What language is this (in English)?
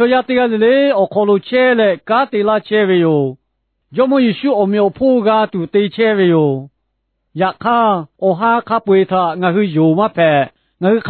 Lahu